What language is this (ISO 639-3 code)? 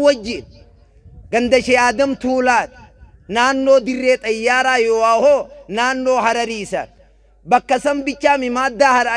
orm